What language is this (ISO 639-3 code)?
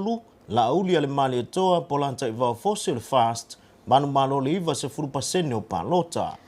smo